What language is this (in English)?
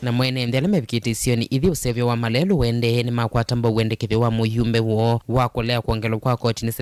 Kamba